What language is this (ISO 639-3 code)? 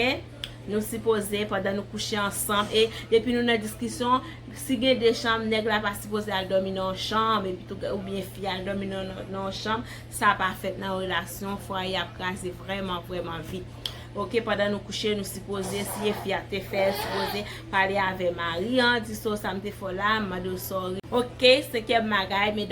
hat